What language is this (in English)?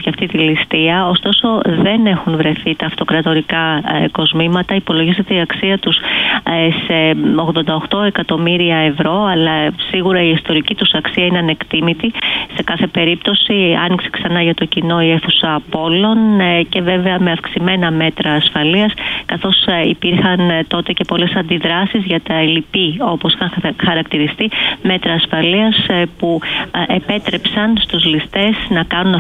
Greek